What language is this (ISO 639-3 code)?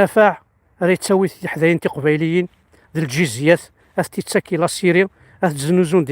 kab